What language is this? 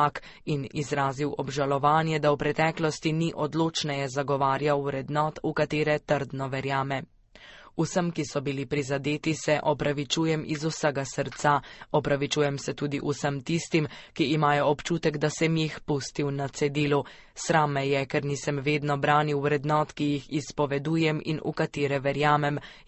Slovenian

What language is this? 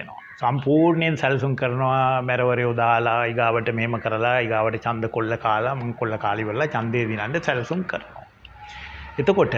Sinhala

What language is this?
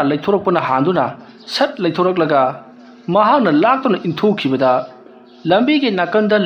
Manipuri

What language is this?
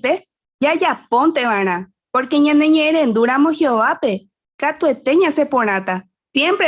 Guarani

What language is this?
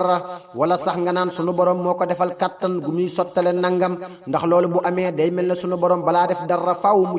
Wolof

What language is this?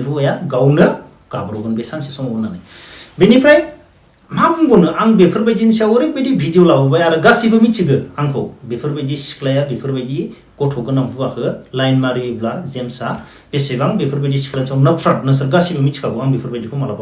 Bodo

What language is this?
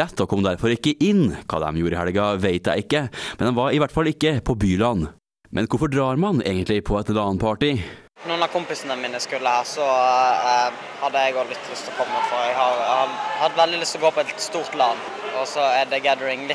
Norwegian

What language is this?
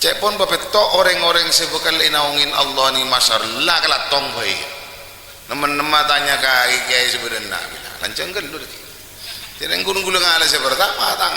Madurese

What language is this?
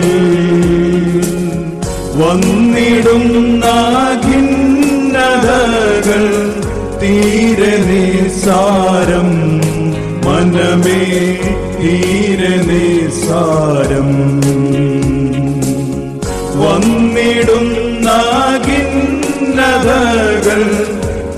Malayalam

